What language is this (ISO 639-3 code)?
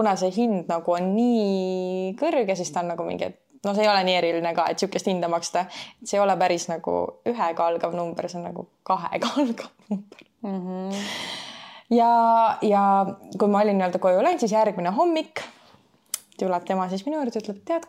est